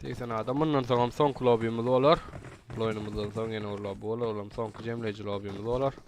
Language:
Turkmen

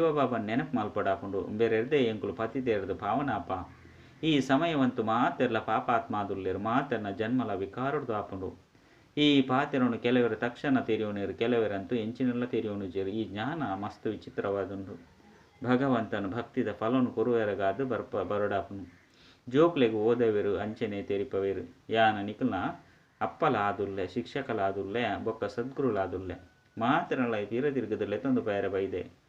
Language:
Tulu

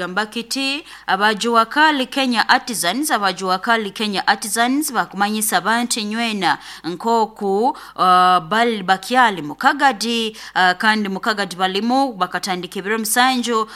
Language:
Nyoro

